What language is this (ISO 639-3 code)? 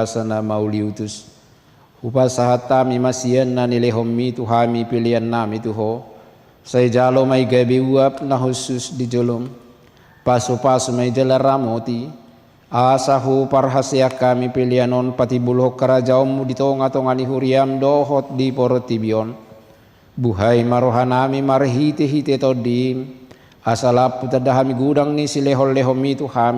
bbc